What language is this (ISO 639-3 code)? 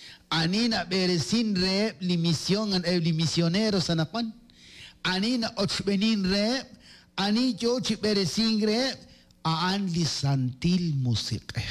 kek